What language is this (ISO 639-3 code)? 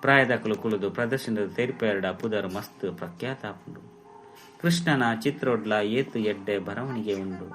tcy